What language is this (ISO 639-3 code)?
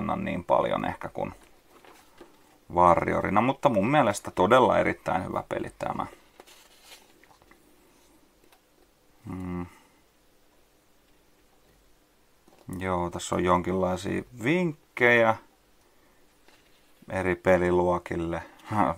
fin